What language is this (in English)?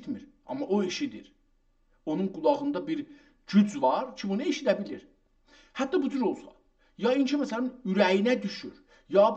South Azerbaijani